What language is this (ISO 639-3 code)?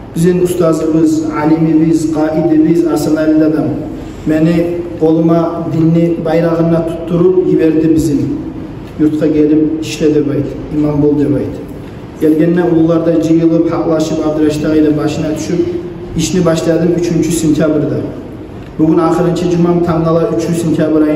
kum